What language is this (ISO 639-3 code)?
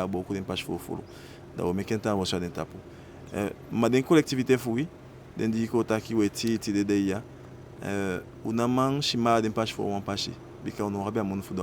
djk